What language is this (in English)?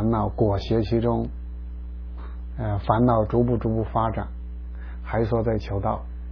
Chinese